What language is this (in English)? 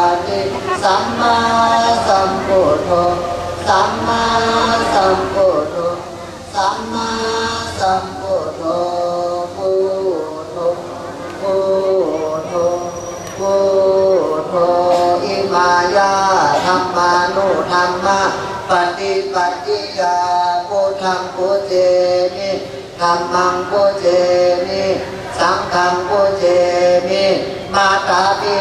Shan